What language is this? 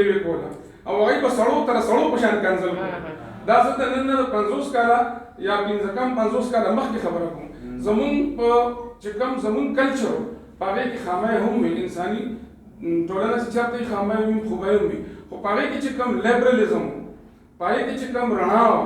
Pashto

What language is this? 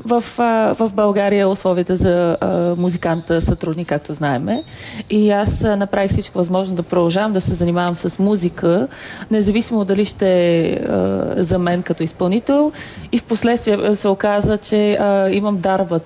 Bulgarian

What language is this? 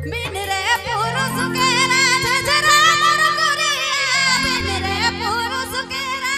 Sadri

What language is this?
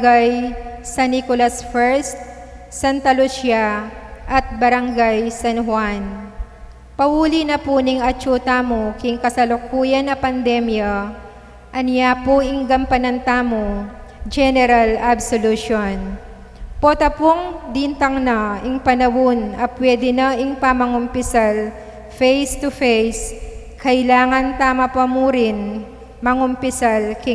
Pampanga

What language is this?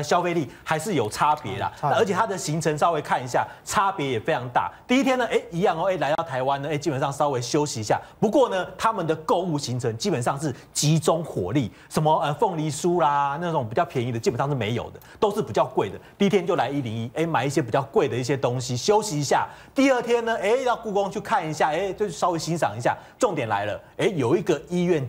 Chinese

